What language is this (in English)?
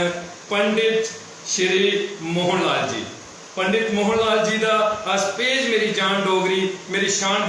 Dogri